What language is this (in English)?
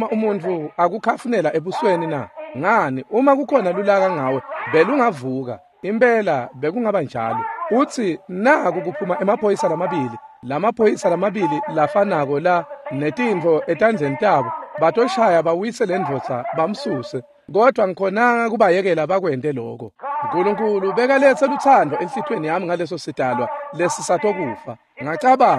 Swati